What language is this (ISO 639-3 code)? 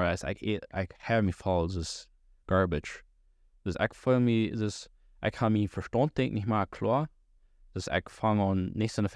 pdt